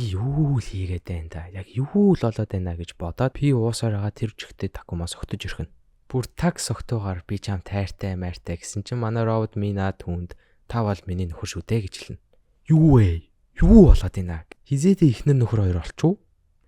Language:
Mongolian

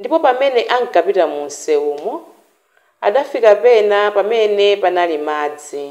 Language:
Nyanja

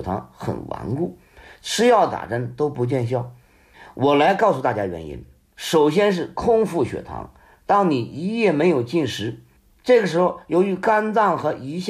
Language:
Chinese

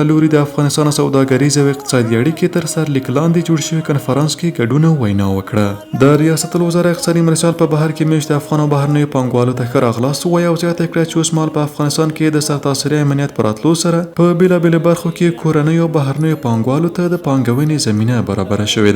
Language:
Pashto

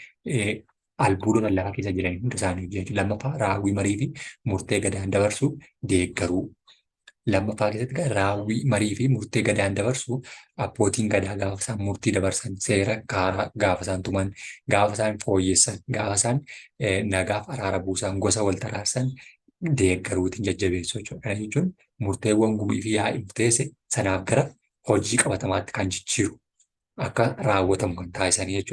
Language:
Oromo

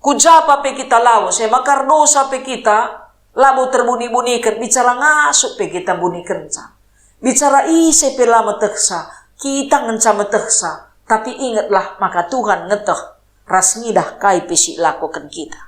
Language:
Batak Karo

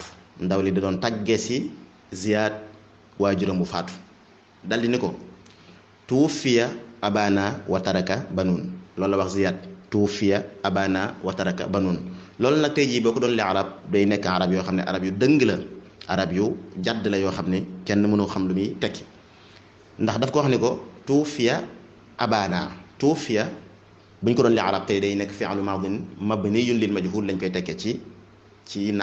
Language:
Wolof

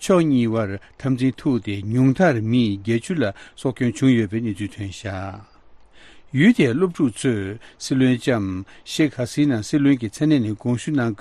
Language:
Tibetan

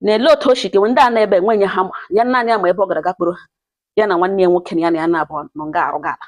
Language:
Igbo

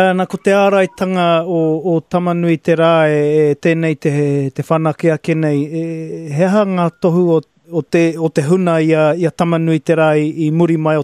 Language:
Māori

